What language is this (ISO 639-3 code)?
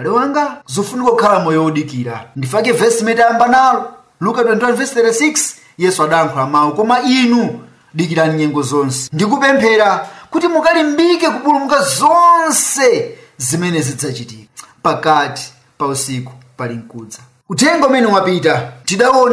nya